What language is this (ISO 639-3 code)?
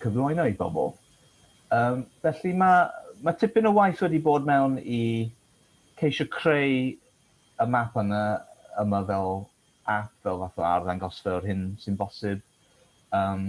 cym